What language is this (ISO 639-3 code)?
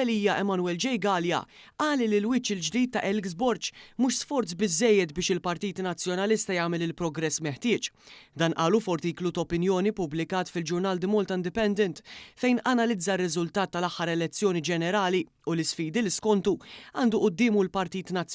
mlt